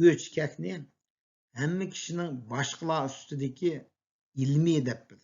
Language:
Uyghur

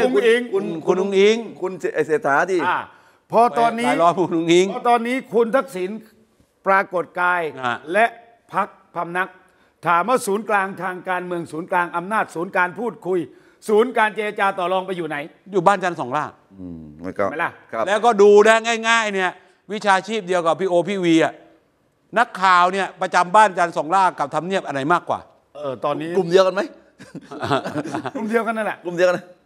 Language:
Thai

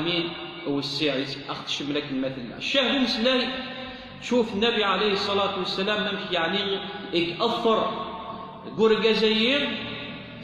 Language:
Kabyle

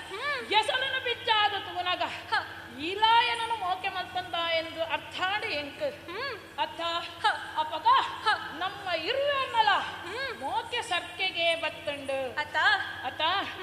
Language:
Tulu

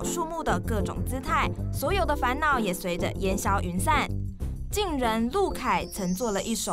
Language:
Chinese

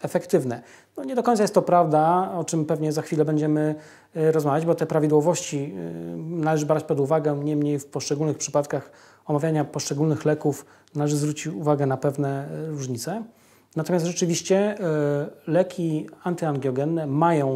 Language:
Polish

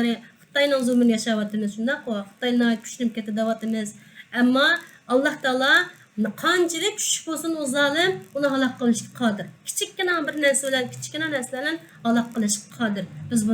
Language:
Uyghur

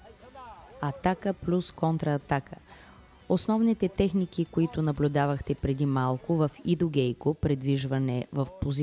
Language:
Bulgarian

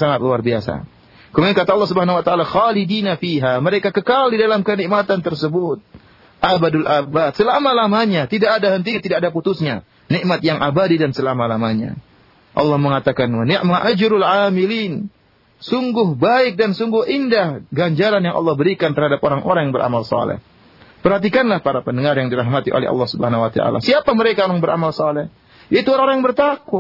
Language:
Indonesian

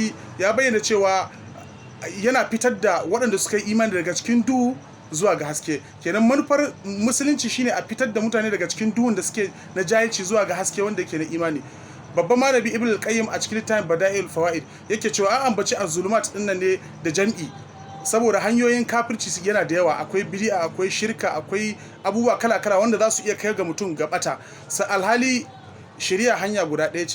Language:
Hausa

